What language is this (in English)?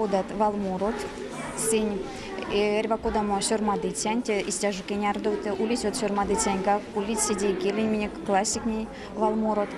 Erzya